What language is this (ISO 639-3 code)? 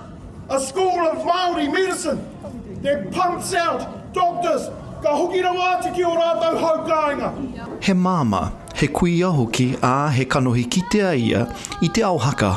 mri